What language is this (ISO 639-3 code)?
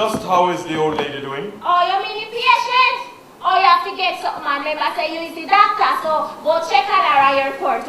jam